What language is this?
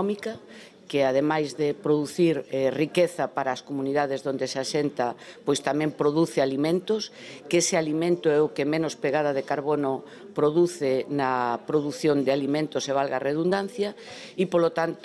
Galician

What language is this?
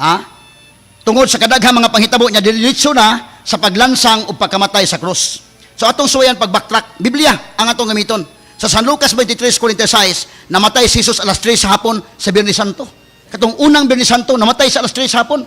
Cebuano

